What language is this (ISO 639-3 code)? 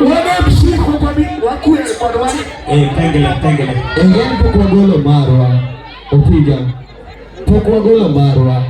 luo